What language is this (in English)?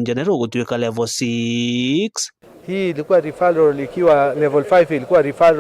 Meru